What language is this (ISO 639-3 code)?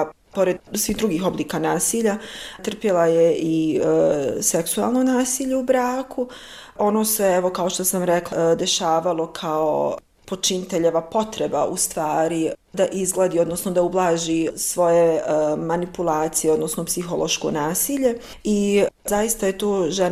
bos